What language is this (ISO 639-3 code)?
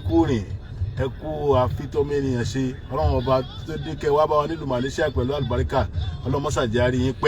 yor